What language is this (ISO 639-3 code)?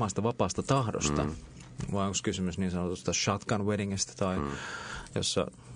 fin